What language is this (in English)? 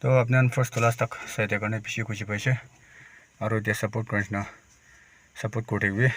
Naga Pidgin